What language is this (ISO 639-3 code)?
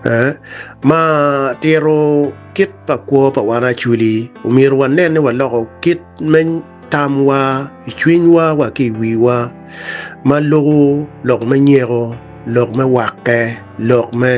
ach